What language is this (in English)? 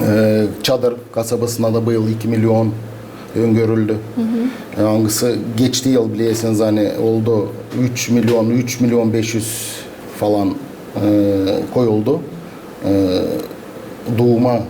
Gagauz